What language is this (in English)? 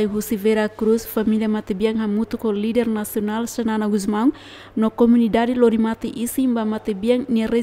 Tetum